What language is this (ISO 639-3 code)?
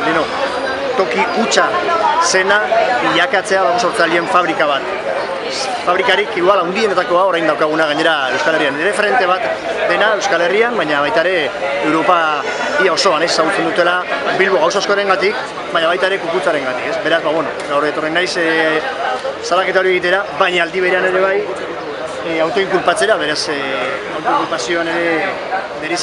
eus